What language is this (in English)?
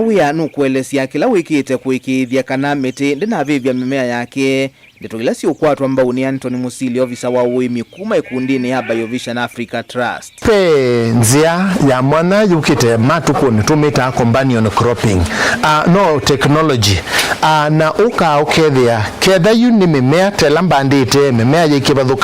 Kamba